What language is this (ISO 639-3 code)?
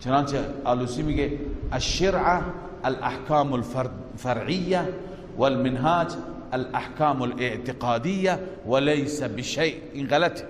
fas